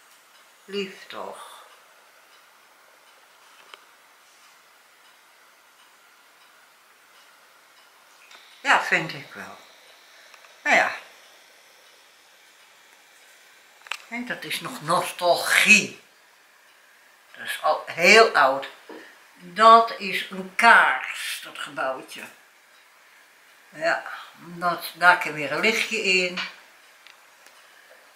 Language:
Dutch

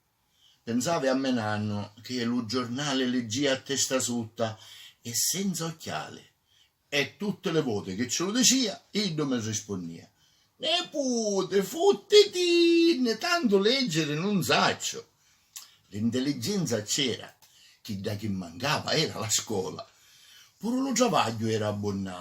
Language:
Sicilian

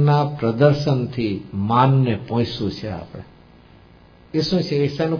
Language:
Gujarati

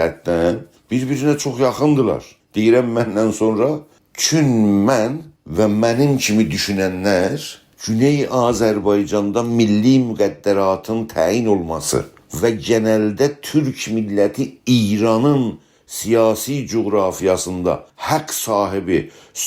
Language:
South Azerbaijani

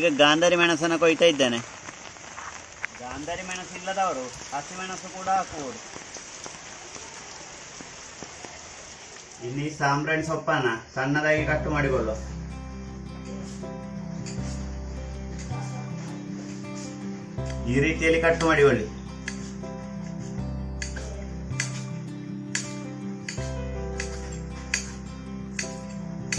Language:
Kannada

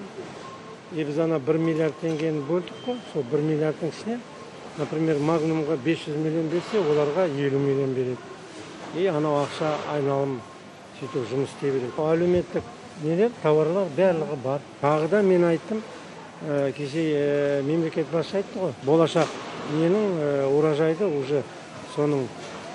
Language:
Kazakh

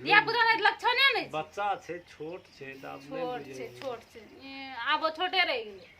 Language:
Maithili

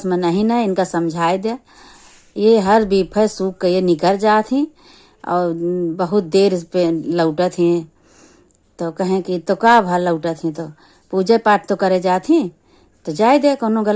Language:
Awadhi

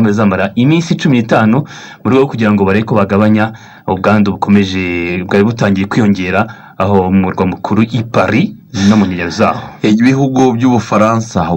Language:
Kinyarwanda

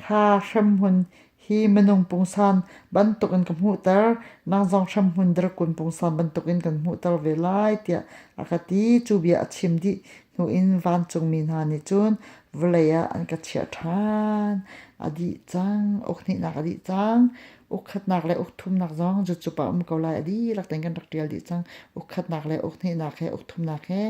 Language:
Hakha Chin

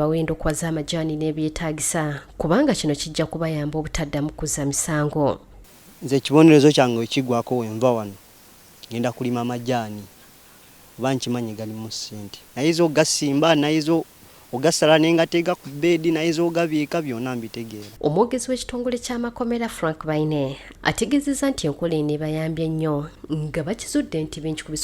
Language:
Ganda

